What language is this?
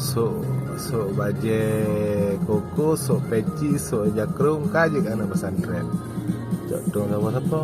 Achinese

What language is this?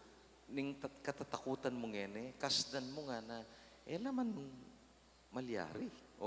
Pampanga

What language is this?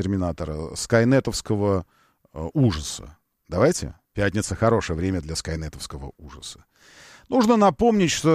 Russian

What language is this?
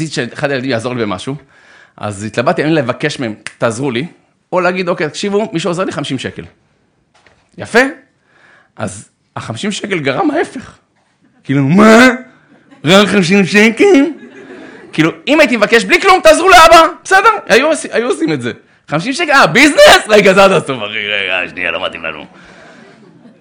Hebrew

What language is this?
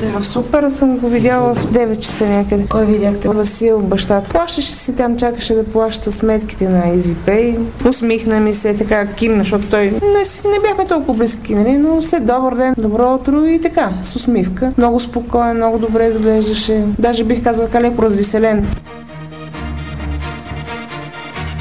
Bulgarian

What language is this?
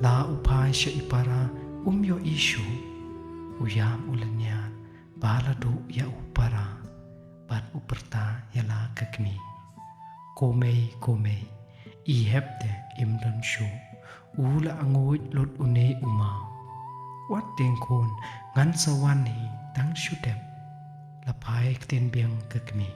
Khasi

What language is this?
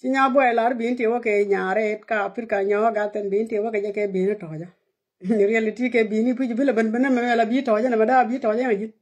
Nuer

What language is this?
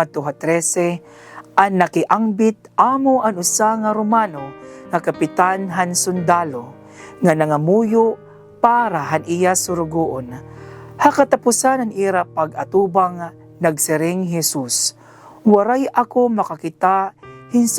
Waray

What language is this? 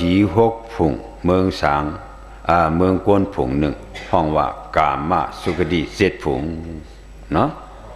Shan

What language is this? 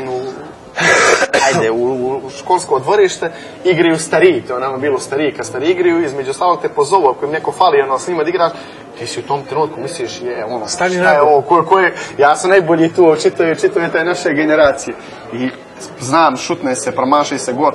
Serbian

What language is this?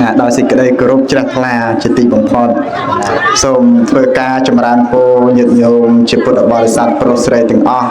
Khmer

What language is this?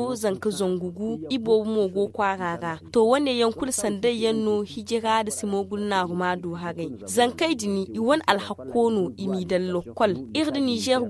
Zarma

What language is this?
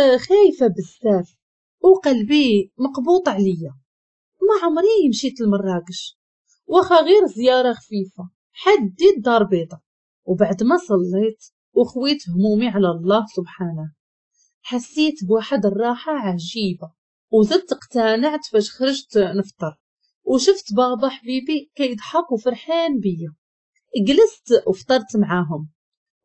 Moroccan Arabic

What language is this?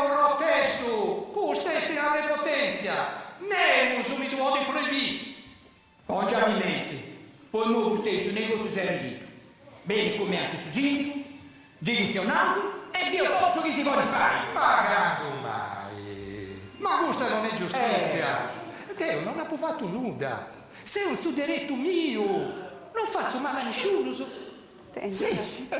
Sardinian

